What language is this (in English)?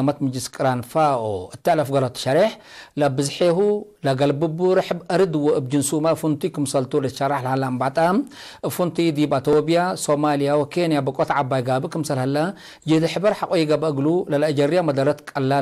Tigre